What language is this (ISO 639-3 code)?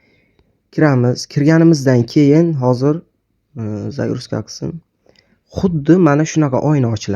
uzb